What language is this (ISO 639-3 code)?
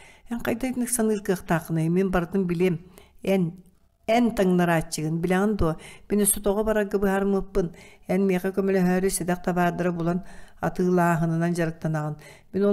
sah